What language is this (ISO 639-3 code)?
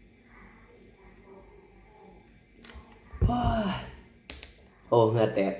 lao